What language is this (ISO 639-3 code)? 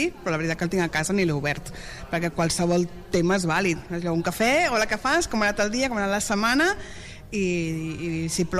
cat